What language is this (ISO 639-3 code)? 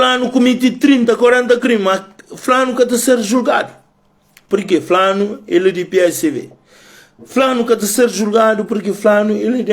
kea